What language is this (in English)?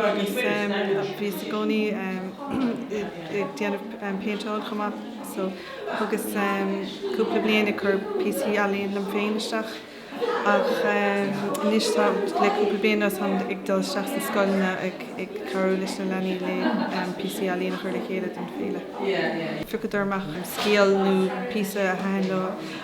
Irish